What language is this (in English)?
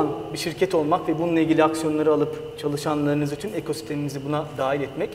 Turkish